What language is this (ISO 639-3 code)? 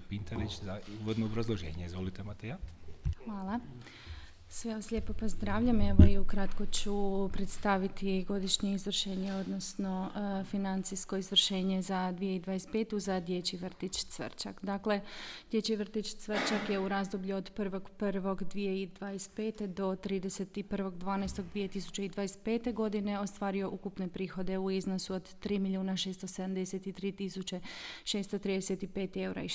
hrv